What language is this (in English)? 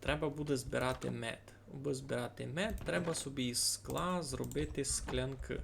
Rusyn